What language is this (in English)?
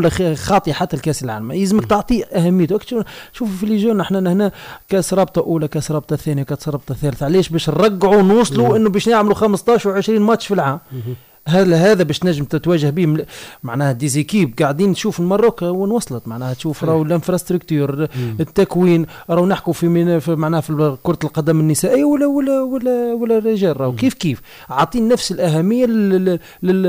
Tunisian Arabic